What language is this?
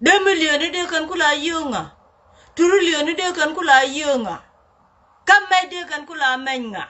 Nuer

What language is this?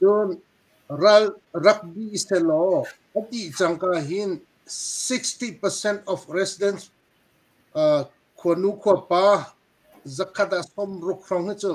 Hakha Chin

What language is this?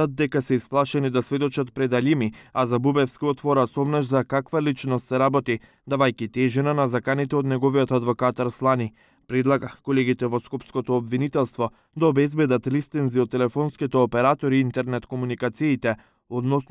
Macedonian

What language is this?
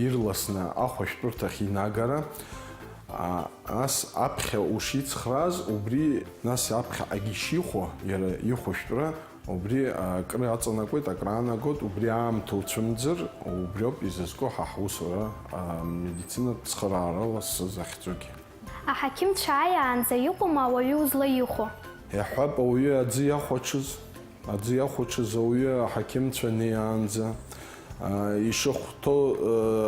Abkhazian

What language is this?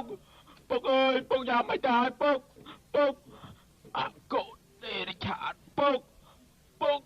Khmer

